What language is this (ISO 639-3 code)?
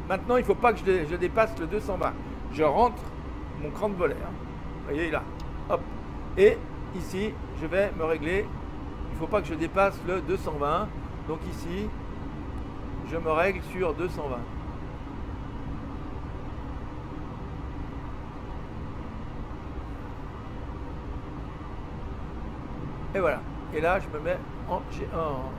fra